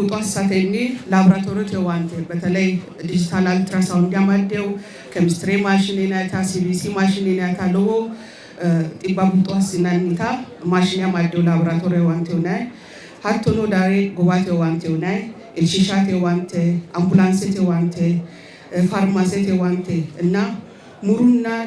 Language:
Sidamo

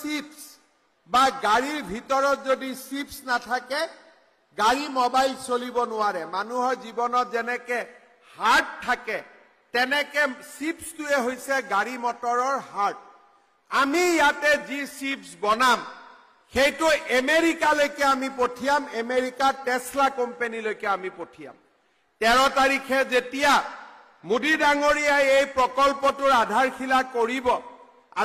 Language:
Assamese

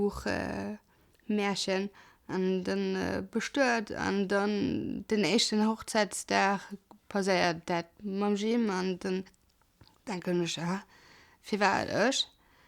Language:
Luxembourgish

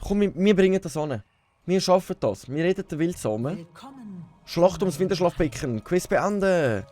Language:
Swiss German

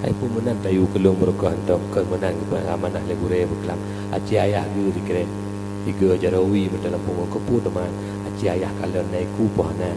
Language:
Achinese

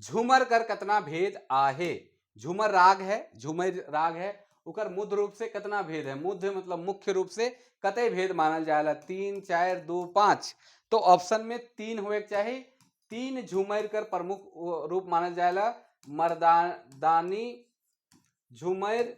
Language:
Sadri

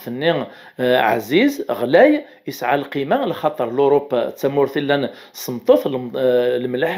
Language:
Kabyle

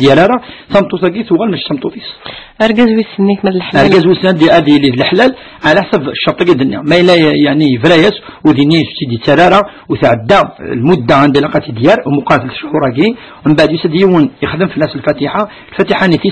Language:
Kabyle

